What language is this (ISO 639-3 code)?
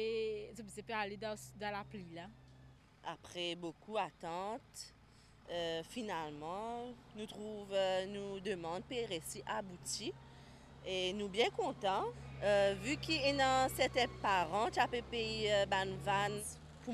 mfe